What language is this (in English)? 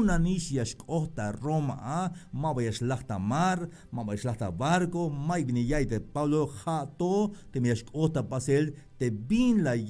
Tzeltal